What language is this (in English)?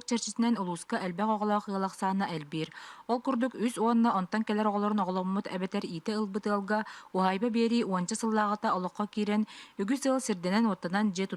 Yakut